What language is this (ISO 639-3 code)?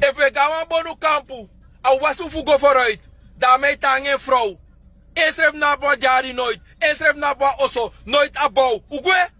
srn